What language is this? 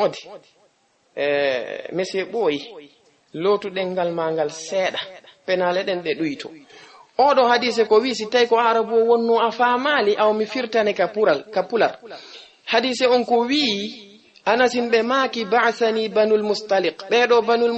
Fula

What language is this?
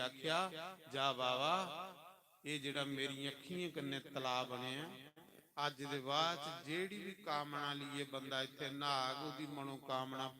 Dogri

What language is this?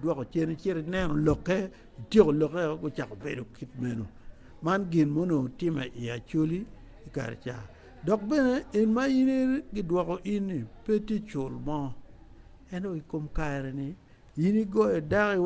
Acoli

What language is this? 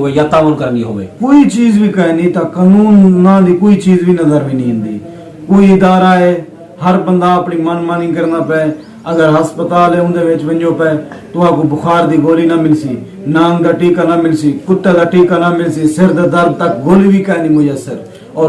Saraiki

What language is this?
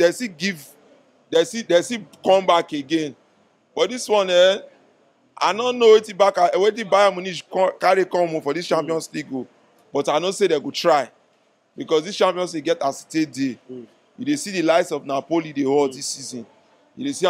Nigerian Pidgin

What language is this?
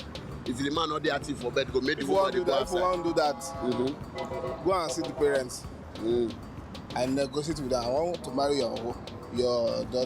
Nigerian Pidgin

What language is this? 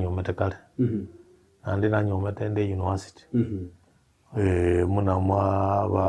Gusii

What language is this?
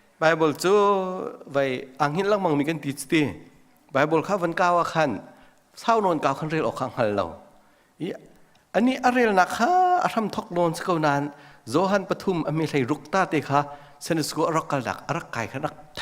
Hakha Chin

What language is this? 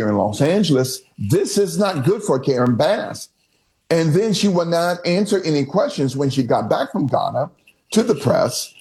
English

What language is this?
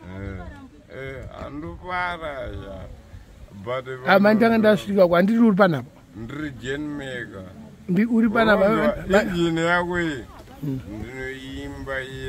Shona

